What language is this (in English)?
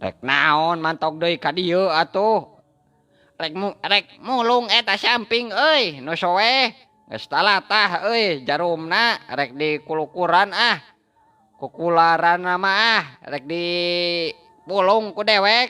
Sundanese